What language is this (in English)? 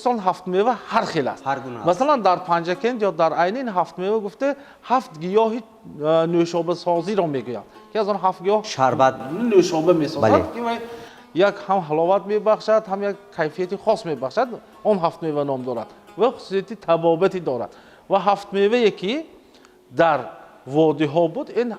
Tajik